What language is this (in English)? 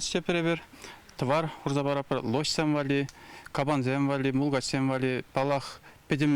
Chuvash